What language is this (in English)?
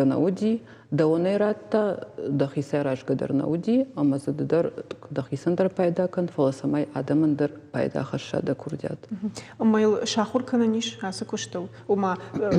Ossetic